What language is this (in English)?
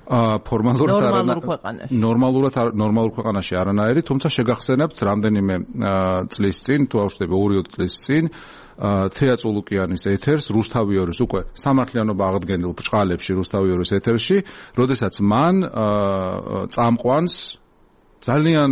Georgian